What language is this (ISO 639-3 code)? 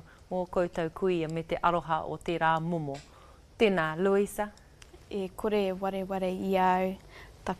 mri